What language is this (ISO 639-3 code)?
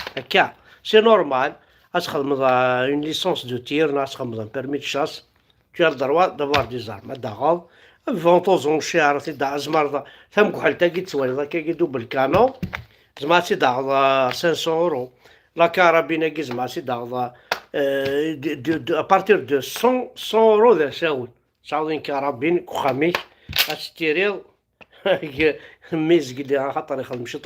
kab